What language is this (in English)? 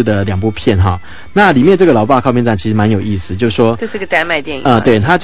Chinese